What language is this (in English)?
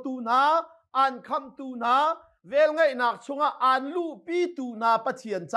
Hakha Chin